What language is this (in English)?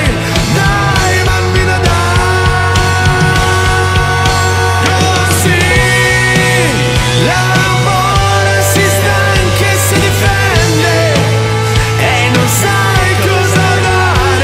Italian